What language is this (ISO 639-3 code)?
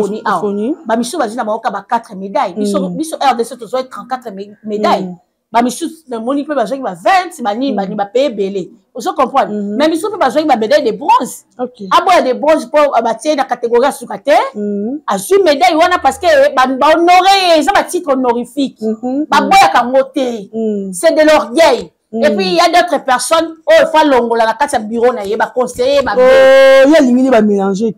lin